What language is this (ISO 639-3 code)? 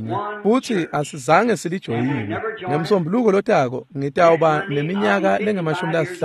ssw